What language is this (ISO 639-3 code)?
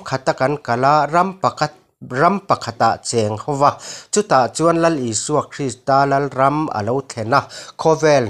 lus